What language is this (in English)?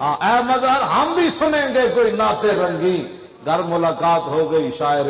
Western Panjabi